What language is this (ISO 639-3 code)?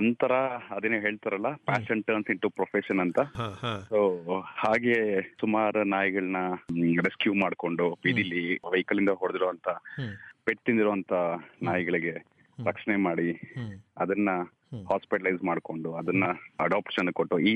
kan